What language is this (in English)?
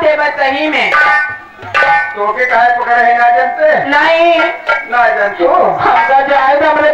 Bhojpuri